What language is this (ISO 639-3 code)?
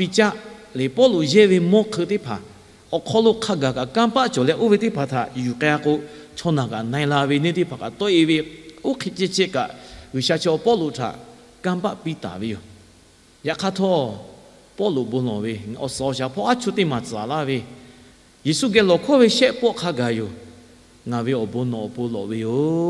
lhu